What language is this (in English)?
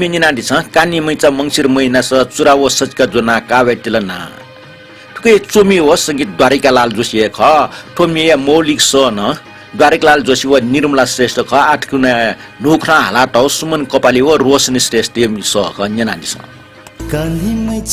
Newari